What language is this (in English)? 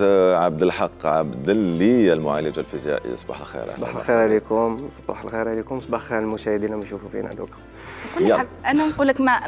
Algerian Arabic